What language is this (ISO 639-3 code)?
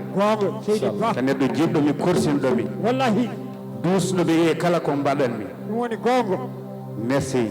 ful